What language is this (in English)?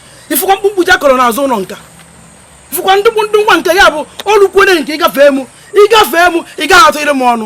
Igbo